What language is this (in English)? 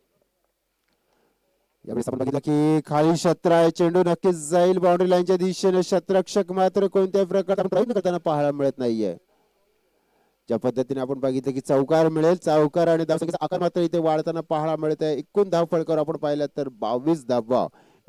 Marathi